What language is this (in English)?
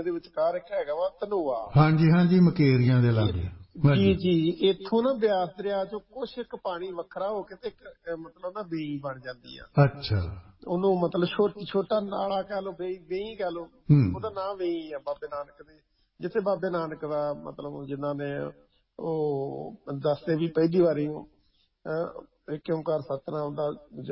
Punjabi